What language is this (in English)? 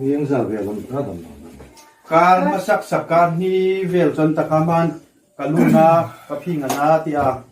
Hmar